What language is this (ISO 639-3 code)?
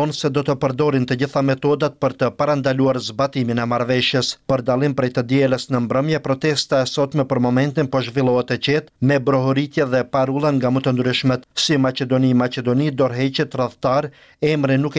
sqi